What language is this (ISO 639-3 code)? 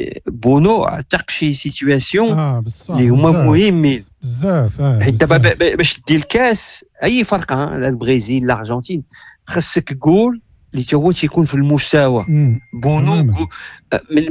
ary